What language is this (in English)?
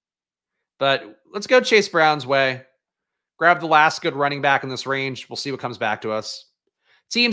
English